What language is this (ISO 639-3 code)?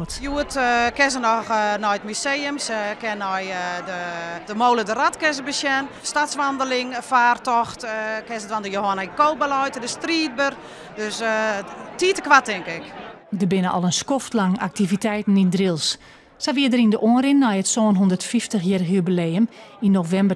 fry